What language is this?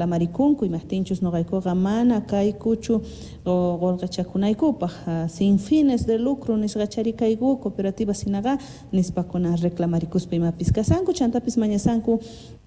South Bolivian Quechua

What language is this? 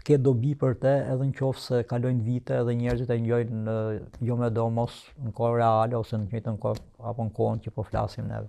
Albanian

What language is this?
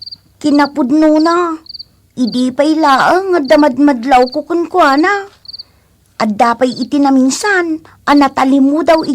Iloko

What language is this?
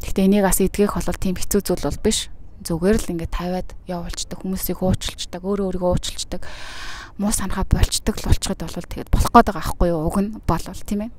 Mongolian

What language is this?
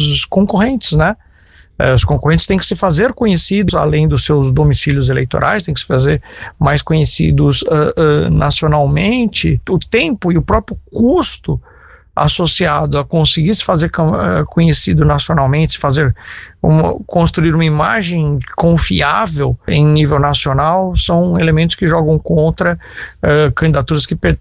Portuguese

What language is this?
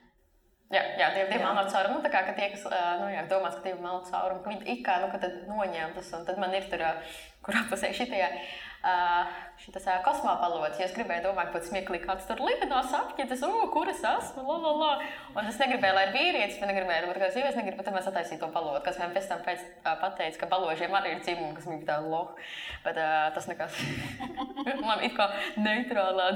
Latvian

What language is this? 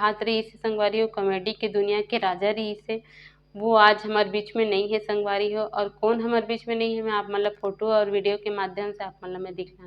Chhattisgarhi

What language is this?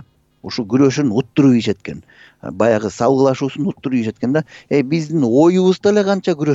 Kyrgyz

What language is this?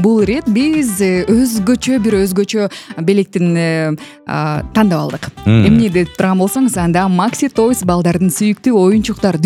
Kyrgyz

